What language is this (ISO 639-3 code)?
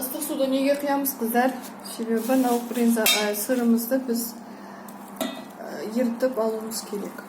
kaz